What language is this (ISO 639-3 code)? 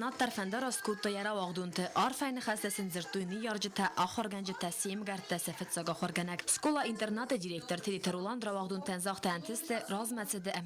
oss